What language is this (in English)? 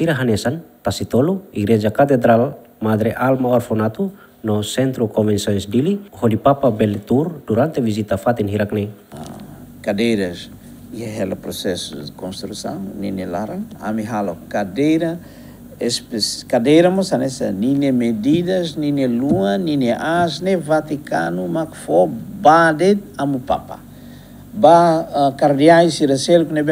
Tetum